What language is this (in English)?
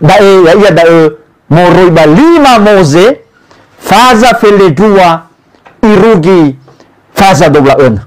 Nias